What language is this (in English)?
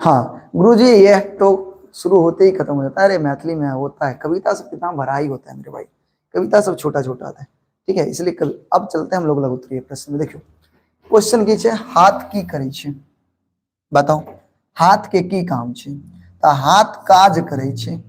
Maithili